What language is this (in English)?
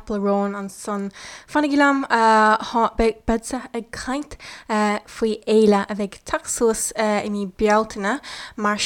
Irish